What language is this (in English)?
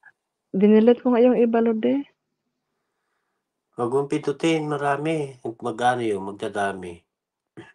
Filipino